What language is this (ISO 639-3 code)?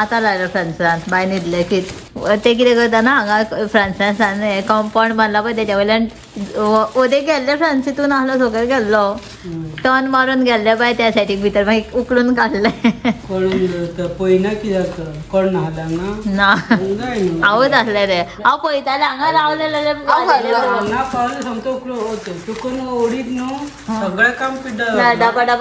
kok